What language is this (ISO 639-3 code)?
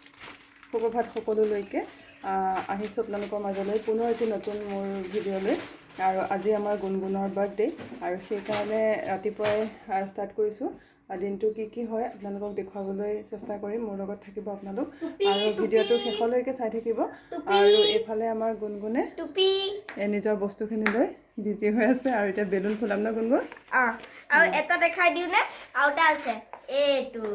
asm